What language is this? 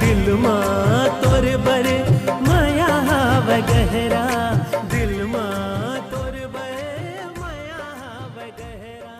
Chhattisgarhi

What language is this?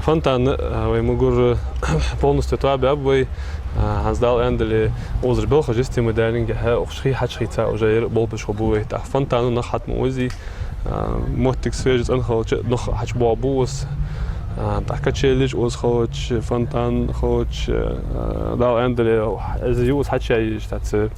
Ingush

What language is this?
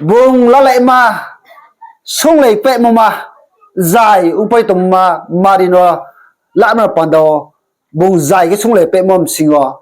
Riang (India)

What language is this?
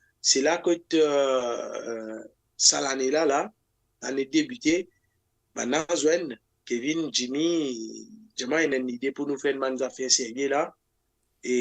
Morisyen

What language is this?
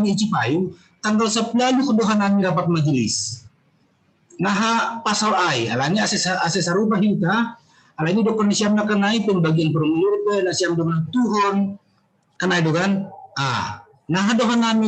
Batak Simalungun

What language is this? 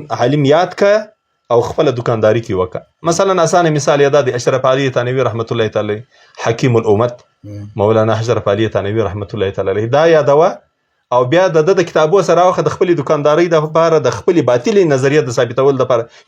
Pashto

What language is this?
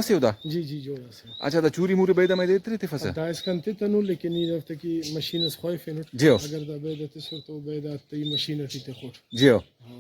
Brahui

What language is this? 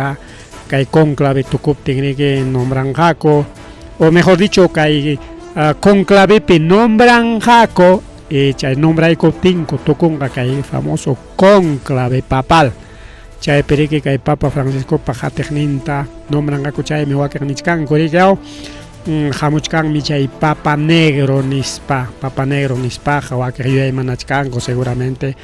Ayacucho Quechua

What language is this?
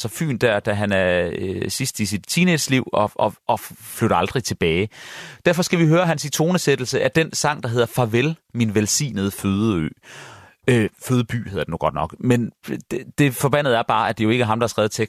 Danish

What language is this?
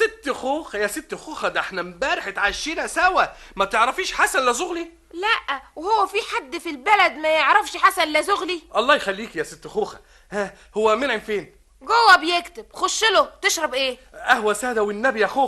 Egyptian Arabic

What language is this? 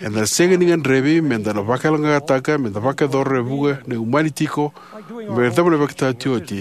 Fijian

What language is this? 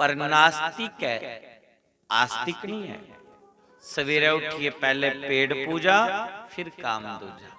Dogri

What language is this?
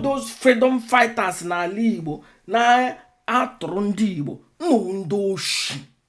Igbo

